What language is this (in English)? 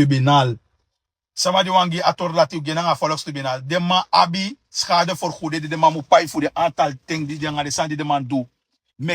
Sranan Tongo